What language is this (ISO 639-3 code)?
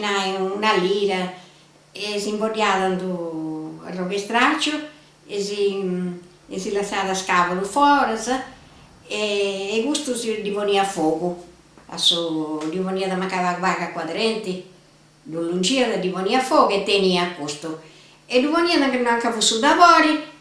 srd